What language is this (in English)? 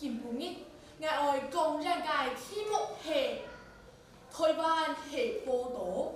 Hakka Chinese